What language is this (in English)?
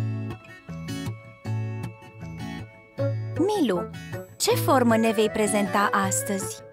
Romanian